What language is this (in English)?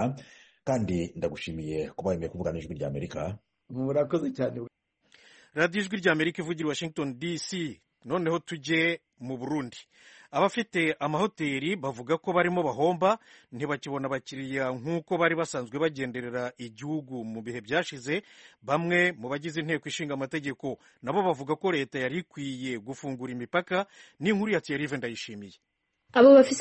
Kinyarwanda